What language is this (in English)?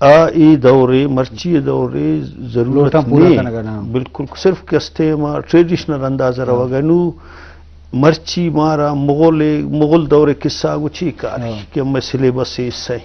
Eastern Balochi